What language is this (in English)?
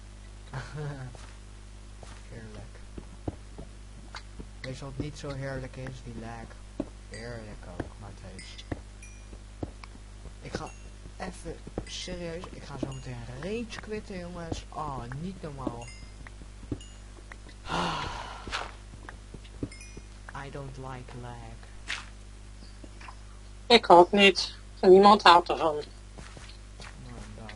Dutch